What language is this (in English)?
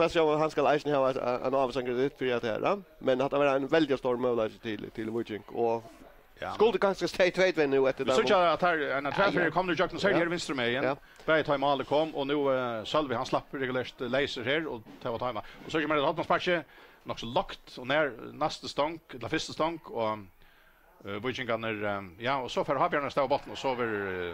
Faroese